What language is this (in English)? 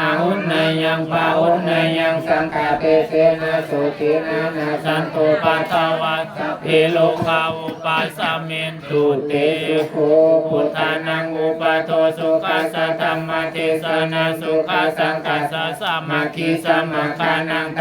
Pali